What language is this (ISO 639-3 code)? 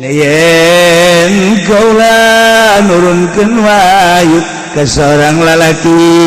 sun